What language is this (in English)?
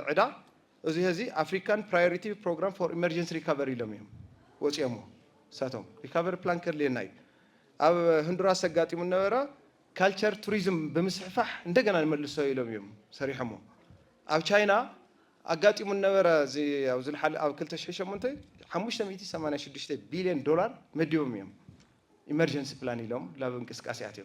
Tigrinya